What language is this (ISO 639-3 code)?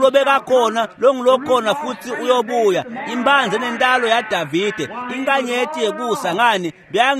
ssw